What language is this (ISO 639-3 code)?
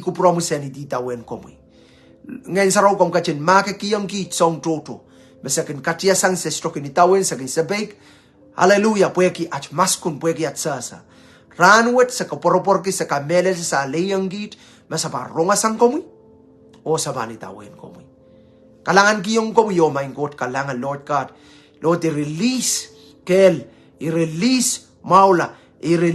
pon